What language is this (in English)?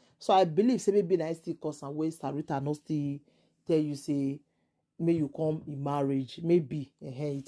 Nigerian Pidgin